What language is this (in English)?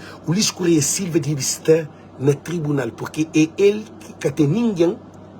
Kabuverdianu